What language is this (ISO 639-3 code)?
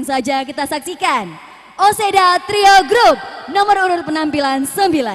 nia